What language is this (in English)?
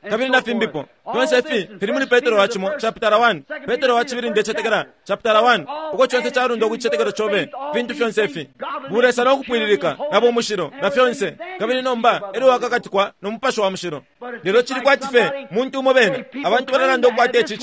Bemba